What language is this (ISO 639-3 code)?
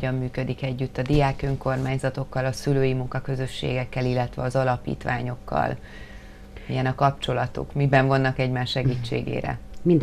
hun